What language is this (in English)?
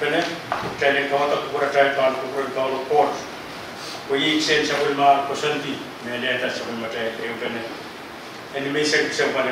Pohnpeian